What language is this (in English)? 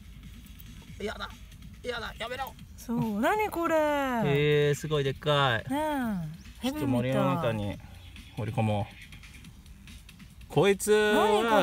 Japanese